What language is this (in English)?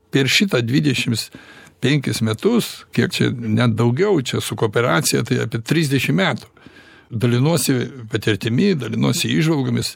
Lithuanian